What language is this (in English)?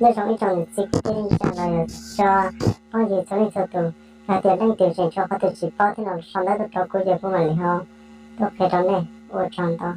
Hmong